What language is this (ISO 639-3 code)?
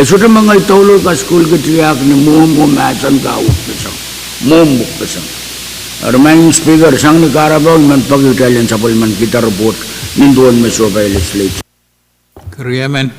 pon